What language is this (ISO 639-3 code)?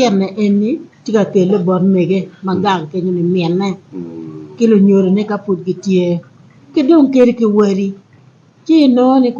ach